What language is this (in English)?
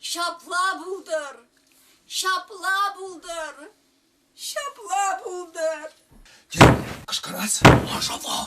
Chuvash